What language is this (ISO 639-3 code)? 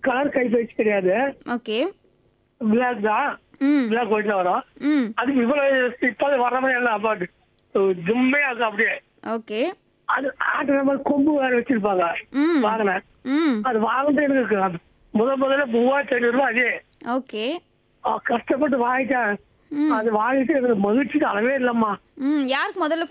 tam